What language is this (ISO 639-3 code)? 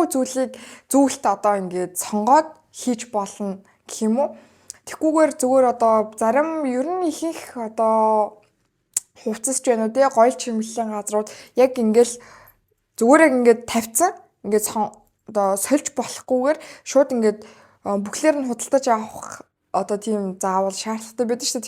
mon